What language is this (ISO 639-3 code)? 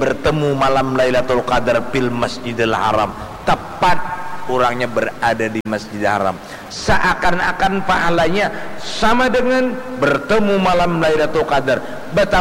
bjn